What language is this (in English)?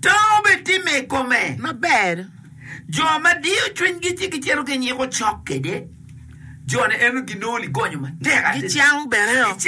Acoli